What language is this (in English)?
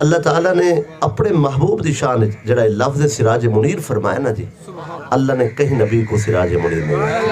Saraiki